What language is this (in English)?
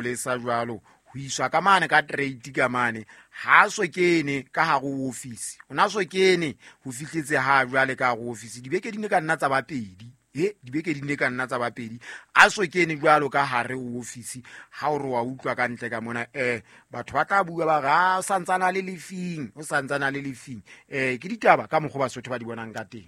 Southern Sotho